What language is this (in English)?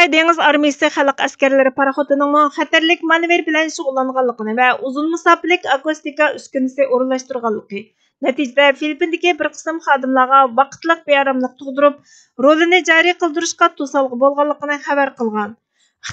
Uyghur